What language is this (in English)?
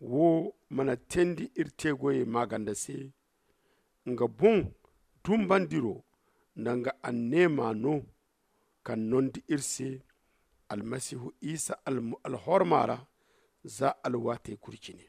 Zarma